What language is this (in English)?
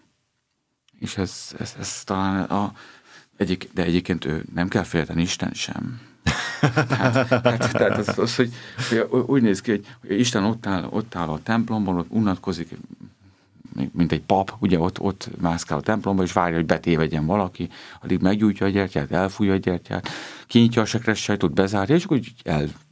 Hungarian